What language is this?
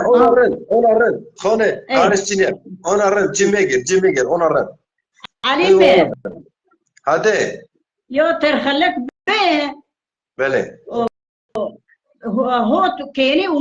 Zaza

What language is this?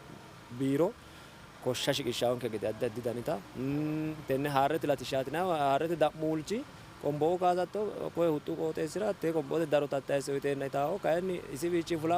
Sidamo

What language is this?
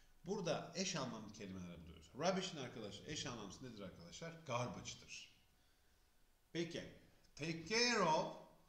Turkish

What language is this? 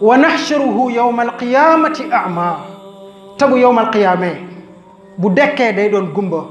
Wolof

